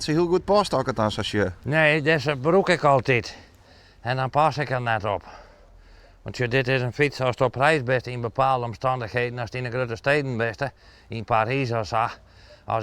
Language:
Western Frisian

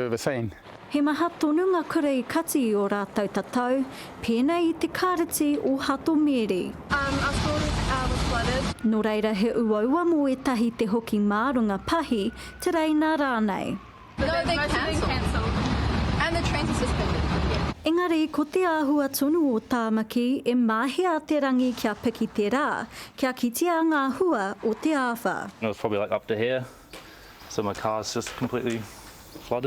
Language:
Māori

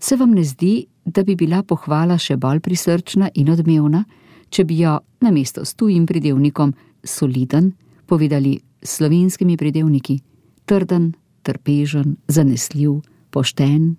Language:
Slovenian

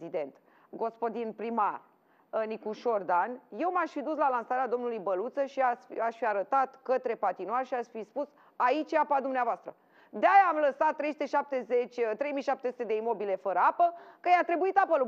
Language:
Romanian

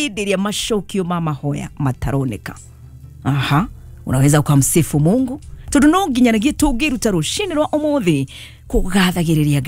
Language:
Kikuyu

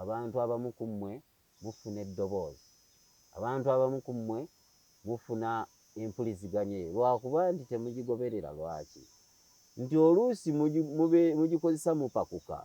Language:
Ganda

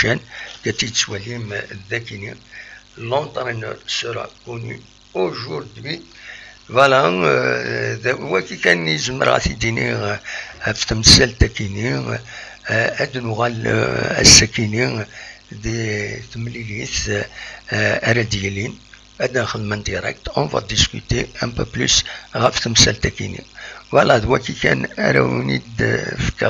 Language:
Kabyle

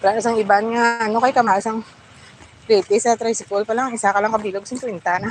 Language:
Hiligaynon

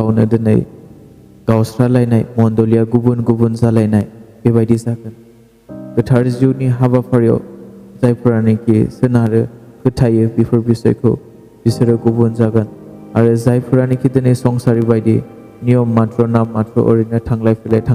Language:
Bodo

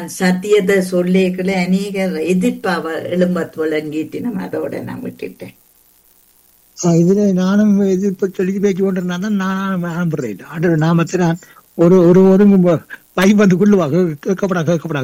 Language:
Tamil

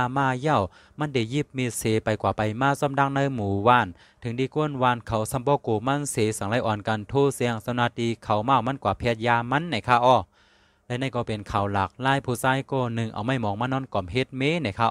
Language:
Shan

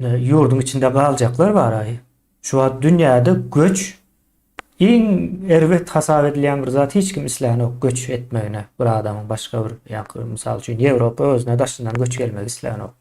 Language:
Turkmen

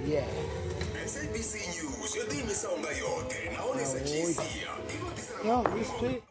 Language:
Venda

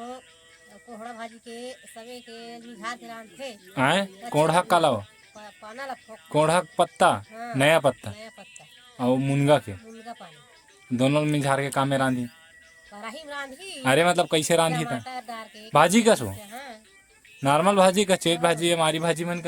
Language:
Chhattisgarhi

